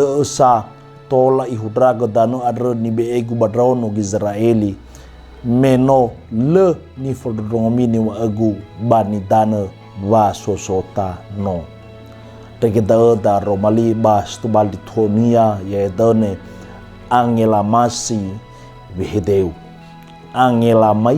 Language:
Nias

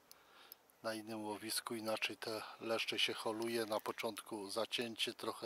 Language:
Polish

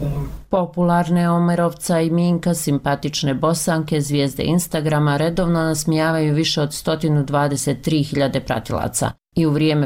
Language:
Bosnian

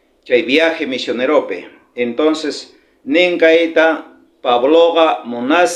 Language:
South Bolivian Quechua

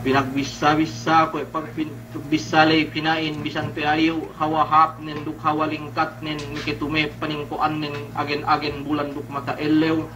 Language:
Yakan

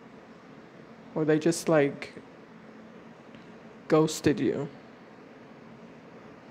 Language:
English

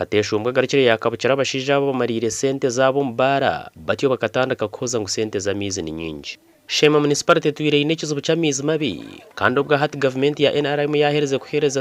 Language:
Nyankole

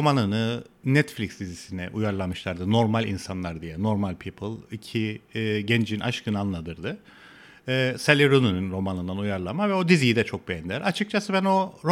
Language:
Turkish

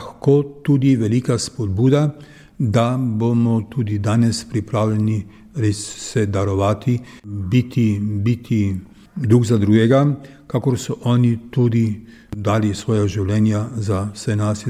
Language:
Slovenian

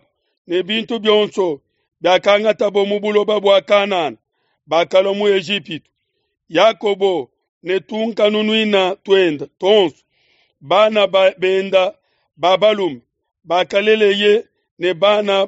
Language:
Luba-Lulua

